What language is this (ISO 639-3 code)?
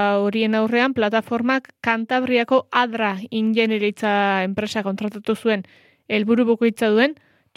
eus